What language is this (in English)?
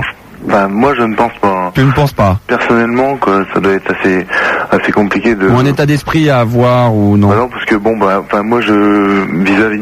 French